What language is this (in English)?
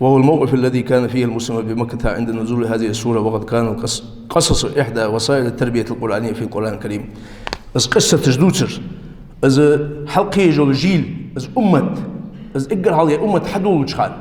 Ingush